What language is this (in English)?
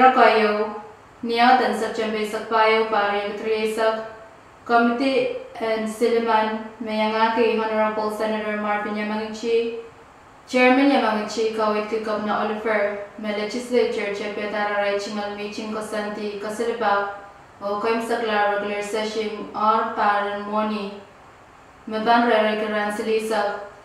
Pohnpeian